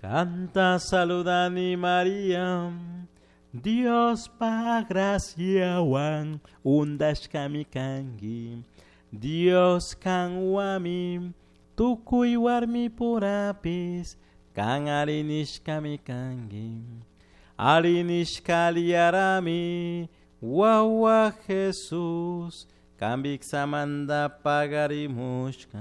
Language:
Chimborazo Highland Quichua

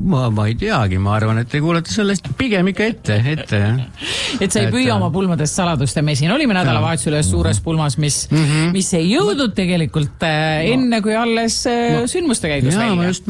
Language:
Estonian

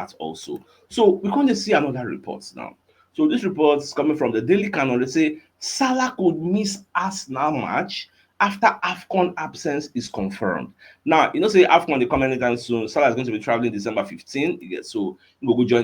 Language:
Nigerian Pidgin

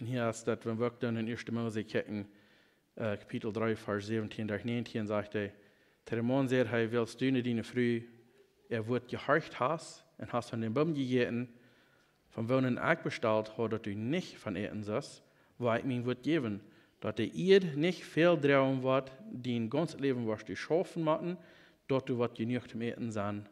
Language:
Plautdietsch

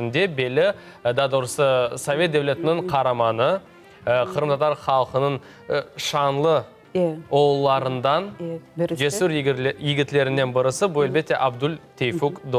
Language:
Crimean Tatar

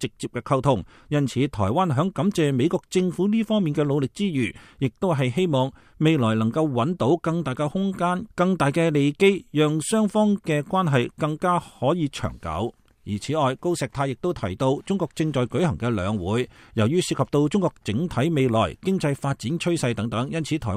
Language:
Cantonese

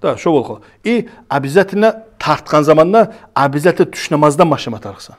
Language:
Kumyk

